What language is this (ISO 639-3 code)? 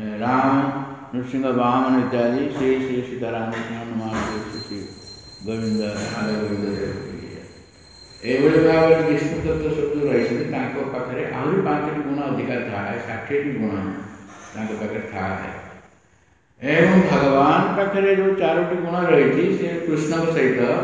ori